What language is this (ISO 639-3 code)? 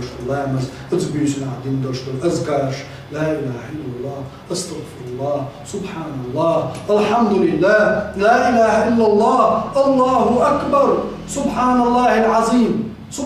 che